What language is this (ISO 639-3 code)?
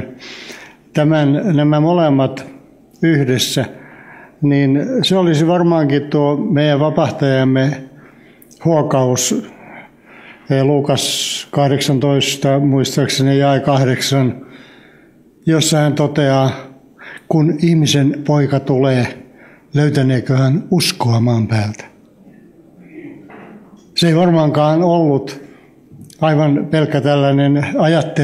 fin